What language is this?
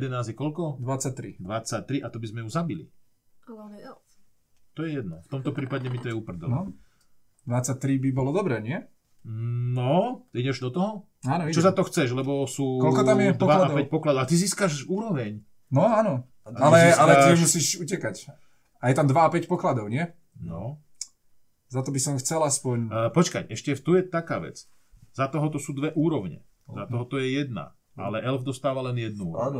Slovak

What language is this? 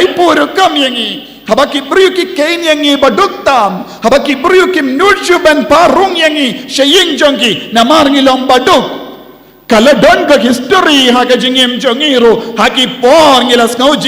Khasi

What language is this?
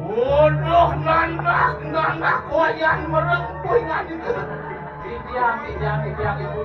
Balinese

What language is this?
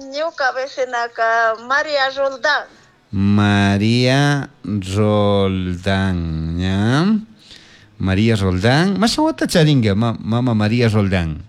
Chimborazo Highland Quichua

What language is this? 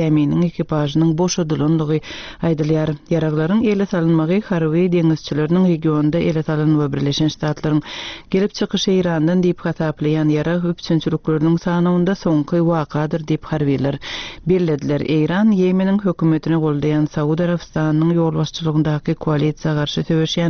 Turkmen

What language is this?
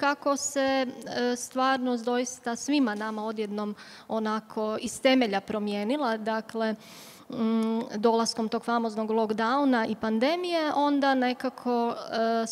Croatian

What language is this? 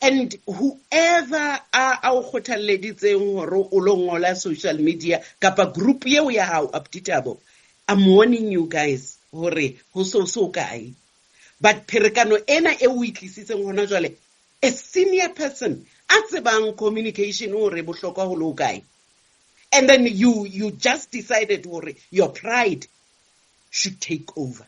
Southern Sotho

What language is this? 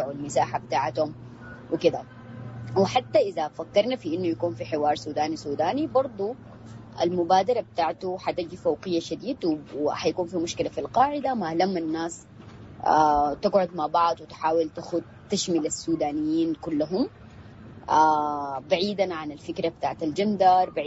Sudanese Arabic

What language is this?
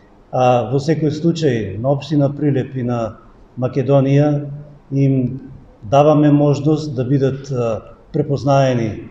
Macedonian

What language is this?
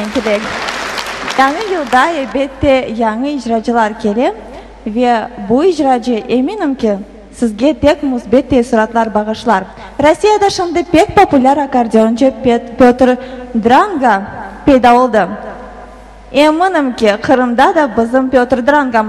Crimean Tatar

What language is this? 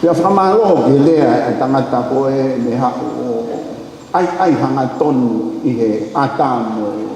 Tongan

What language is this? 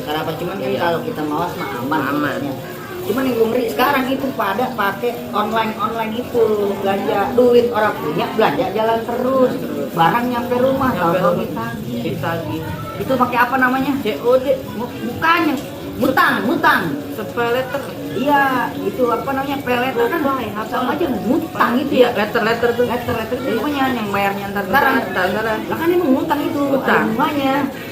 Betawi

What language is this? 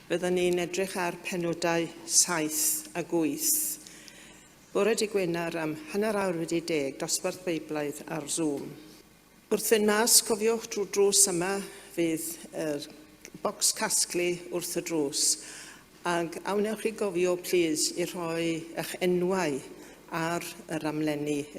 Welsh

